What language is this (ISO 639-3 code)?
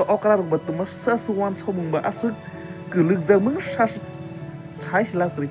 trp